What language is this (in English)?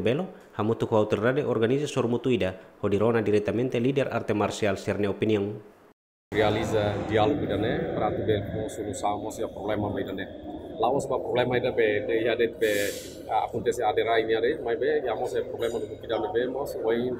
Tetum